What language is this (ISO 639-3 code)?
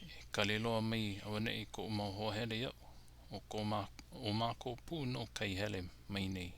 haw